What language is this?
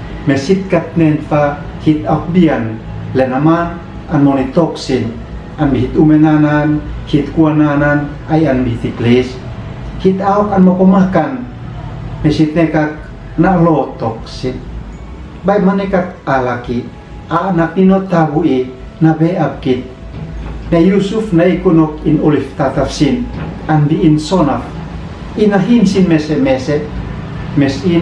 Uab Meto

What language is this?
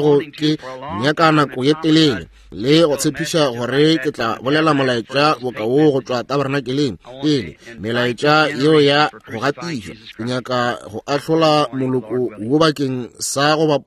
Northern Sotho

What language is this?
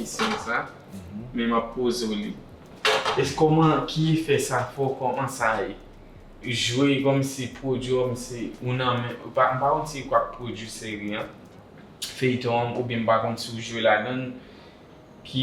Haitian Creole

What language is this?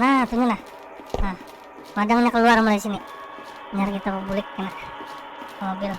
Banjar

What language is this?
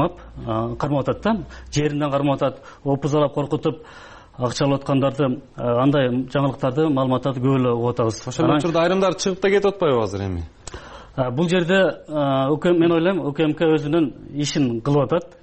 Kyrgyz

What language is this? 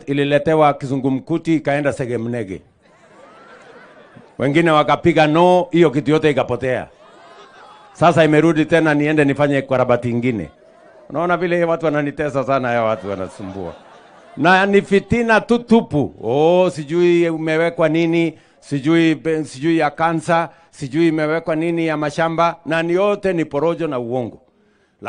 Swahili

